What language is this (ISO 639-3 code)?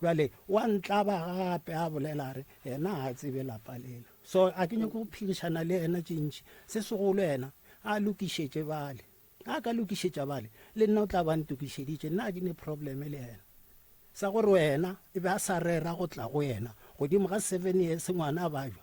nso